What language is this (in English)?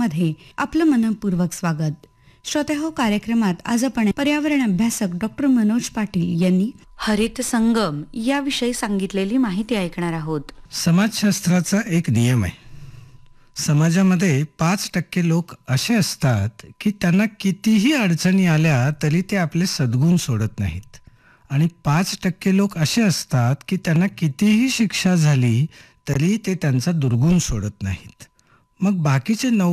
Marathi